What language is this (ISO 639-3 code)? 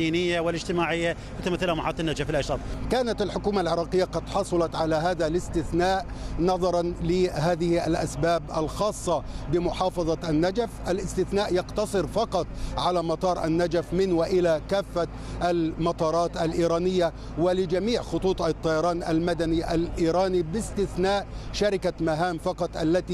ara